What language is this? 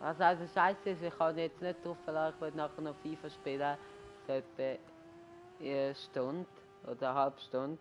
Swiss German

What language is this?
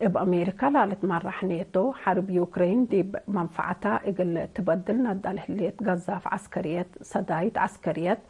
Tigre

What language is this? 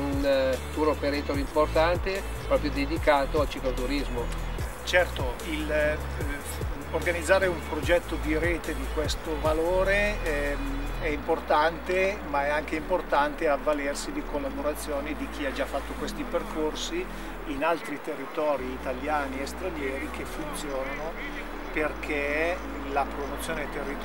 Italian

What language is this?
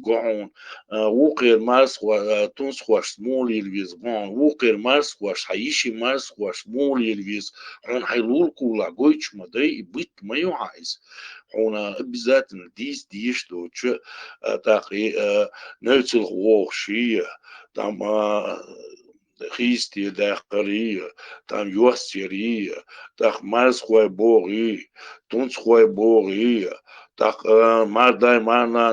Chechen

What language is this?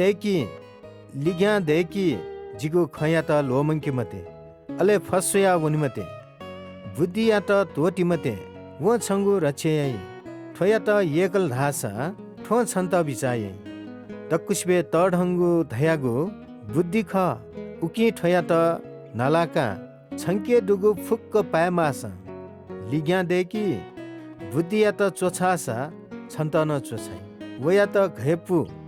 Newari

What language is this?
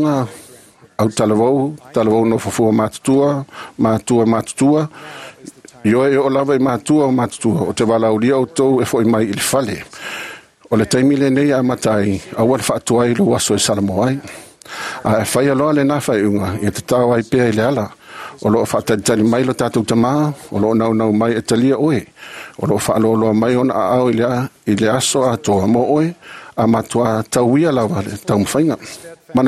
Samoan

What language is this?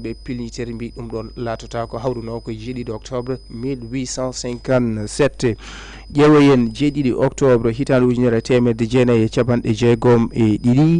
Fula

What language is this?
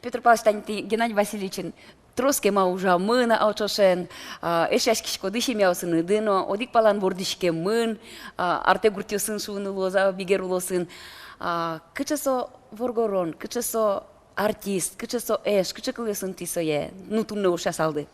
Udmurt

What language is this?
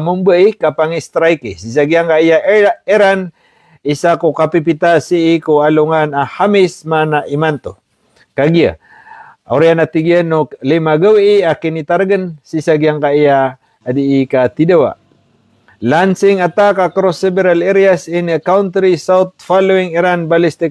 Maranao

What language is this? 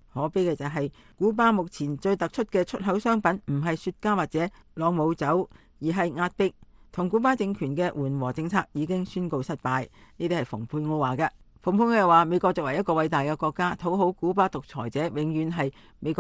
Cantonese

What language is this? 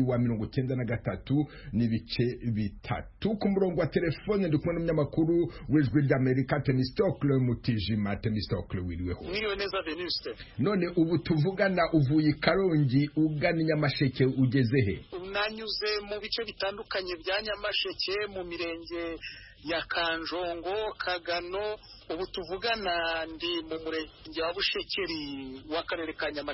Kinyarwanda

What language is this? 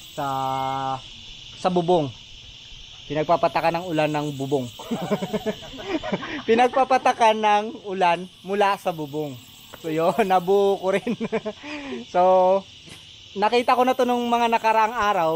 Filipino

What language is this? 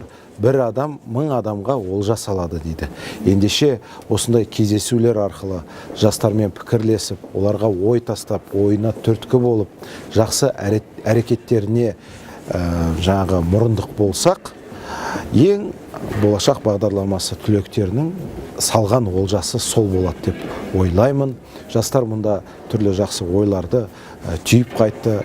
Kazakh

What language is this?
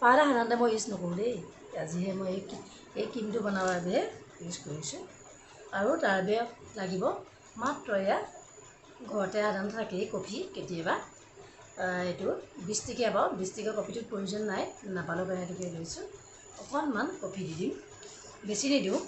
Assamese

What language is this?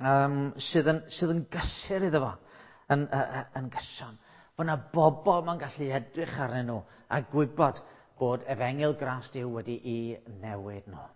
Welsh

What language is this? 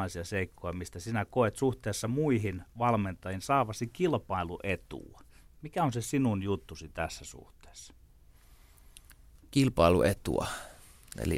Finnish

